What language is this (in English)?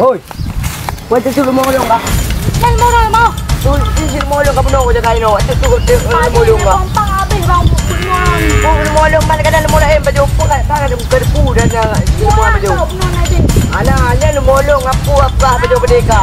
Achinese